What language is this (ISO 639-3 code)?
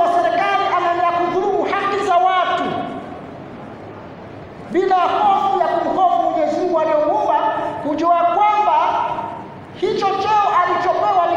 swa